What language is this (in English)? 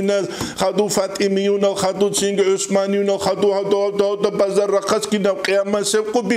Avaric